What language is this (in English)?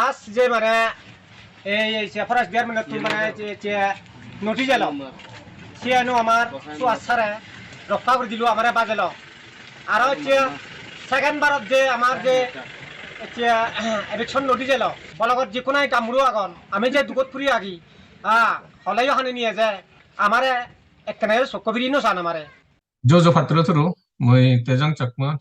Chakma